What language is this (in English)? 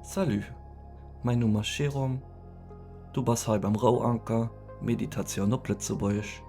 Luxembourgish